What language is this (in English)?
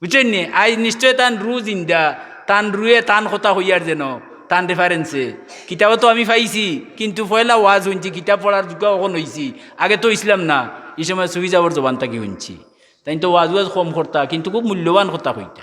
Sylheti